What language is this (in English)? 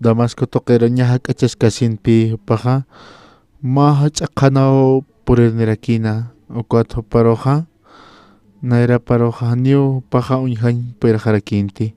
Aymara